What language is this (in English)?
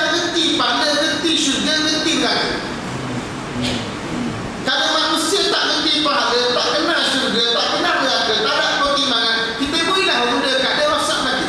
Malay